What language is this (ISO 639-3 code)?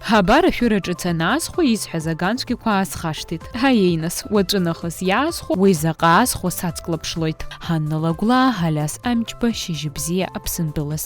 abk